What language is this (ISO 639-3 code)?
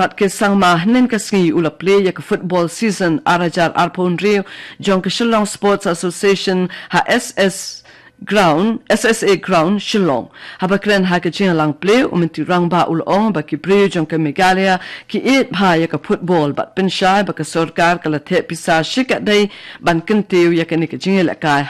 kha